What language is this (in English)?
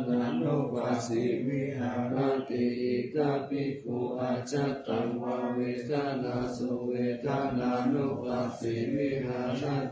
Pali